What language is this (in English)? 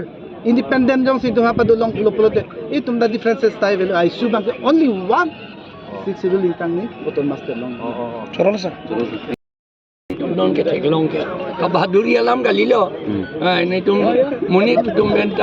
Karbi